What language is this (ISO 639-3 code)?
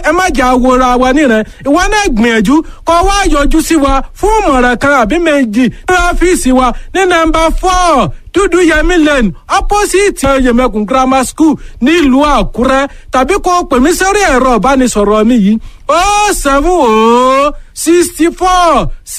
yor